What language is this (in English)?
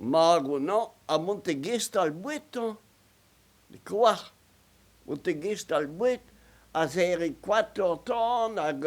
Breton